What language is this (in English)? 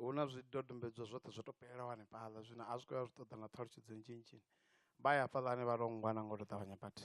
Venda